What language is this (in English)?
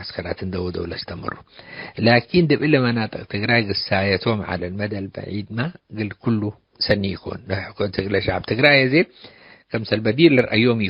Tigre